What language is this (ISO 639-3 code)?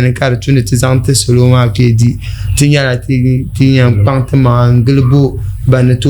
dag